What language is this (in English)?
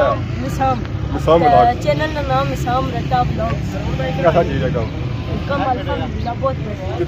Pahari-Potwari